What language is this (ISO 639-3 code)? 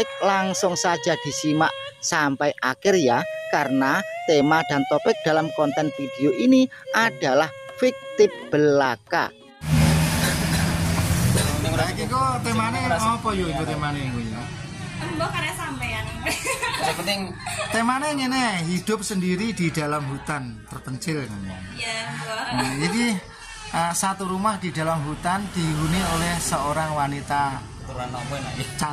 jav